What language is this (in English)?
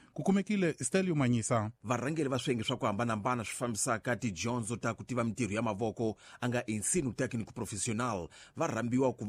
Tsonga